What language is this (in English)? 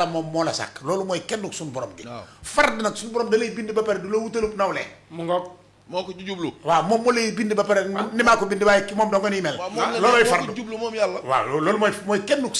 Wolof